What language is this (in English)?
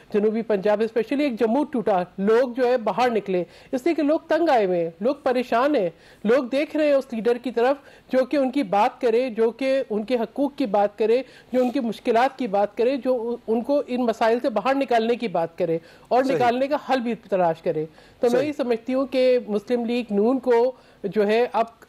Urdu